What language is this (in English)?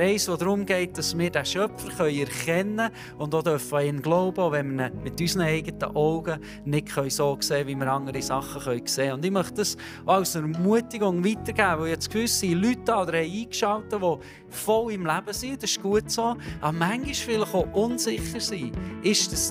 Swiss German